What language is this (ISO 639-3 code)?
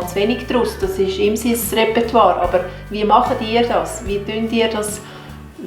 gsw